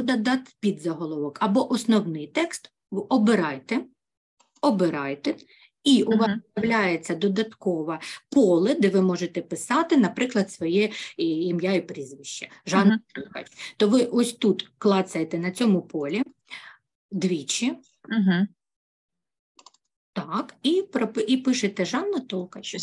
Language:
Ukrainian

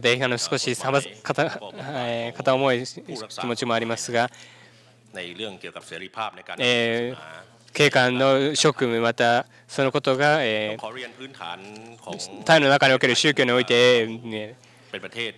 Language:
Japanese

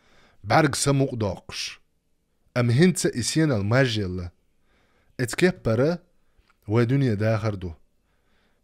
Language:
Chechen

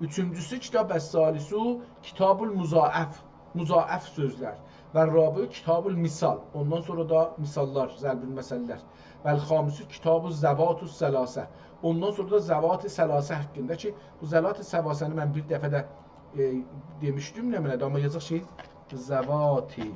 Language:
South Azerbaijani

